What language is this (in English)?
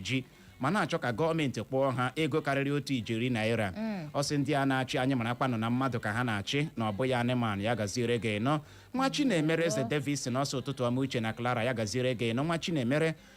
Igbo